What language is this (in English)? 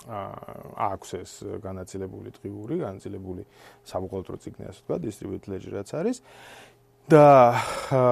Georgian